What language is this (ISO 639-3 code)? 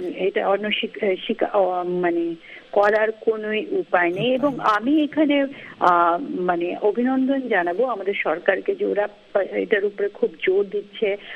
ben